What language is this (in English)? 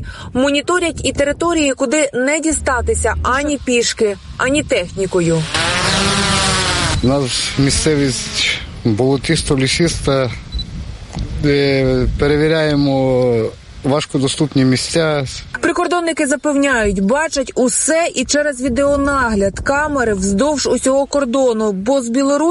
Ukrainian